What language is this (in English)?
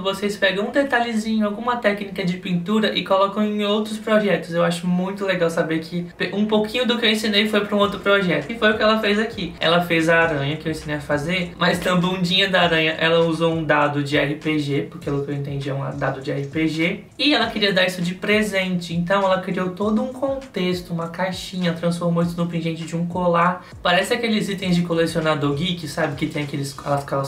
Portuguese